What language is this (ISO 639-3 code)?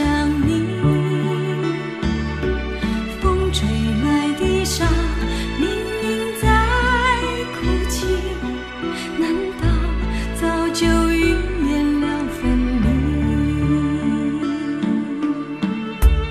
zho